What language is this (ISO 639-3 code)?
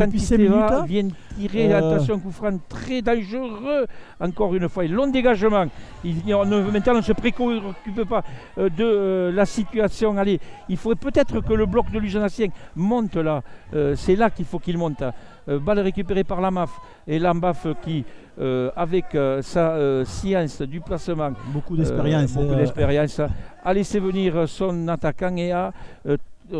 fra